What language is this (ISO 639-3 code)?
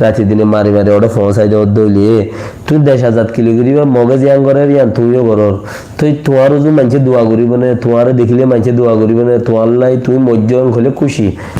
rhg